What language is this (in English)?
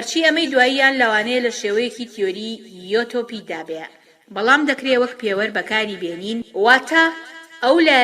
Central Kurdish